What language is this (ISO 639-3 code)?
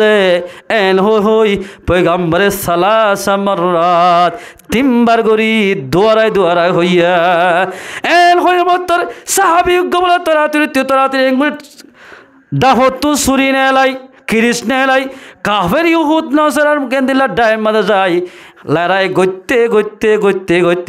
rhg